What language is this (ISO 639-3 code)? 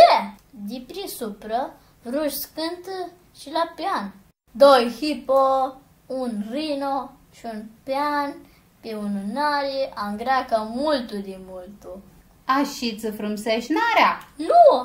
rup